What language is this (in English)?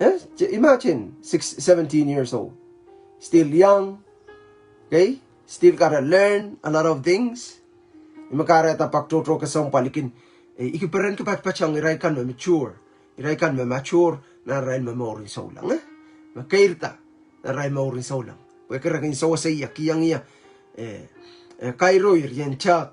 Pohnpeian